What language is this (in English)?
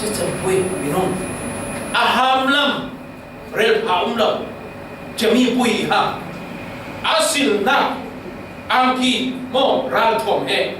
Falam Chin